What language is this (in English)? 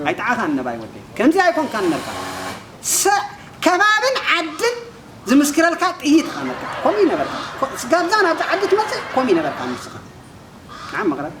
Tigrinya